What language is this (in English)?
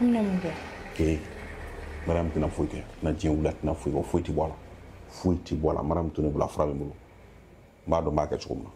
Bambara